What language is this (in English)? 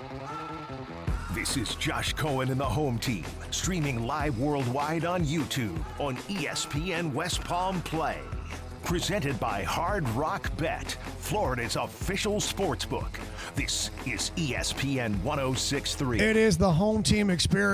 English